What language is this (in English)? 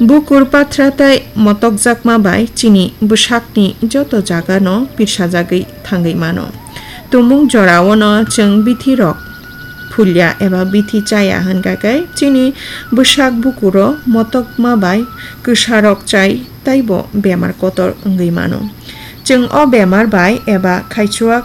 Kok Borok